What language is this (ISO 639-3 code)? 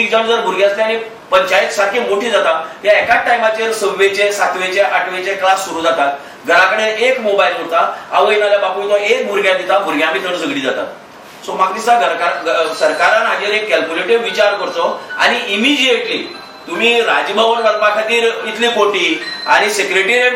kok